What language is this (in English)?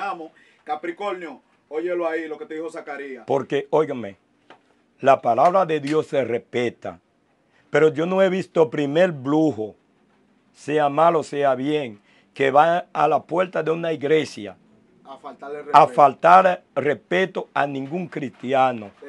Spanish